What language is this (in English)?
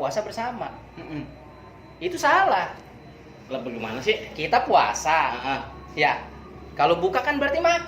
Betawi